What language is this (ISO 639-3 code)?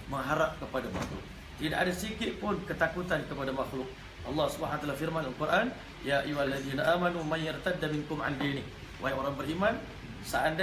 msa